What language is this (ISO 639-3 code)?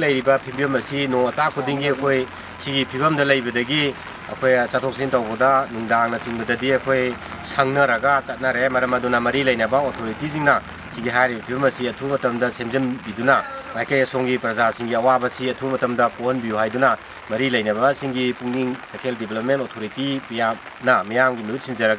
mni